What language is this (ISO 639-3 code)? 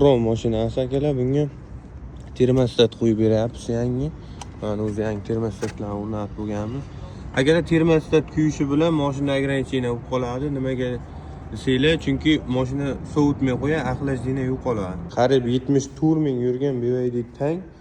uzb